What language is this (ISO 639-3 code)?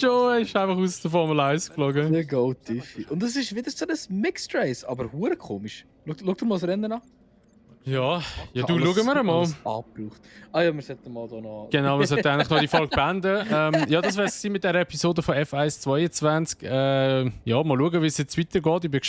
gsw